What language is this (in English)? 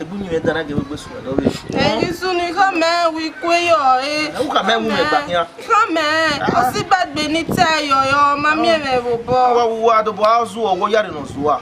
Bini